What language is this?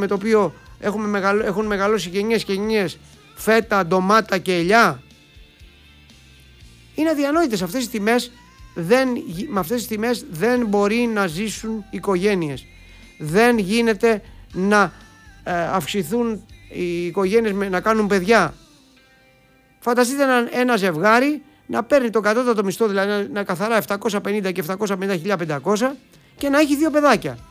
Greek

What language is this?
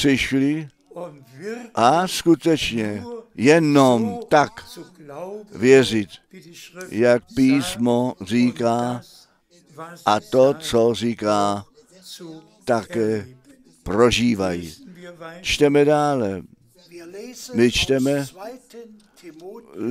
Czech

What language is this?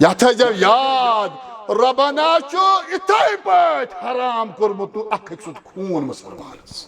Kashmiri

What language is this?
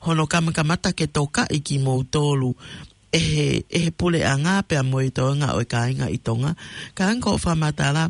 Tongan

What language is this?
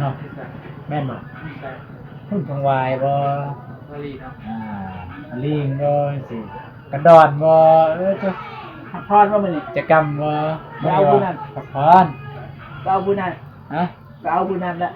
Northeastern Thai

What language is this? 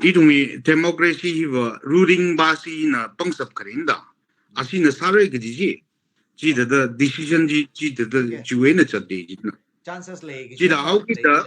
Tangkhul Naga (India)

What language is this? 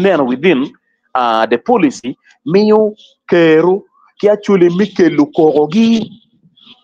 Acoli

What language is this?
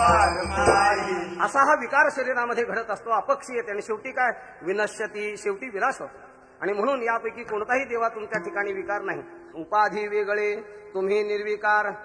Marathi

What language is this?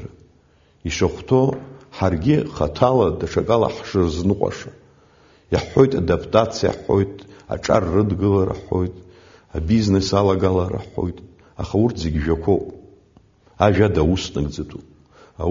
Abkhazian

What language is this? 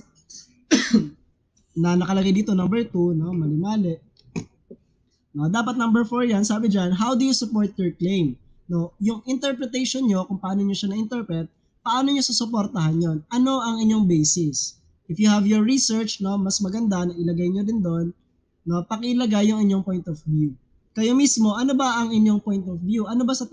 Filipino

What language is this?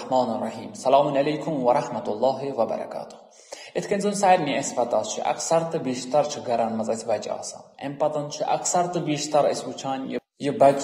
Kashmiri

